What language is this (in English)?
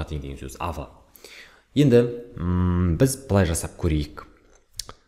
Kazakh